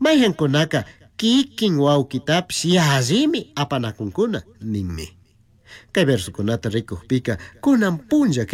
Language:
Chimborazo Highland Quichua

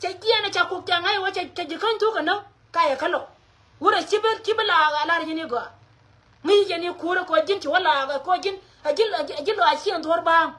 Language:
Nuer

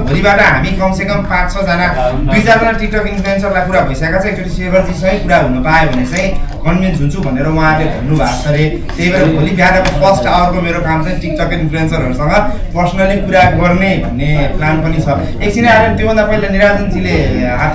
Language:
Nepali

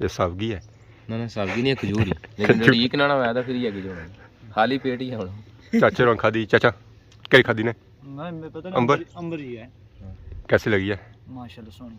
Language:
Pahari-Potwari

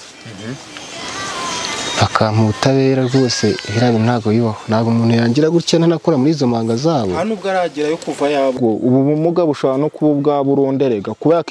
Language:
Kinyarwanda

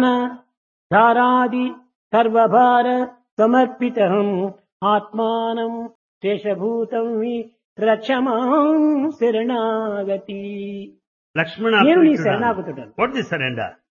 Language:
Telugu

